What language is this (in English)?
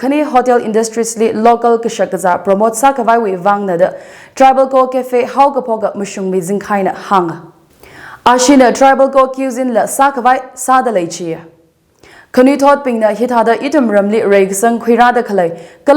Tangkhul Naga (India)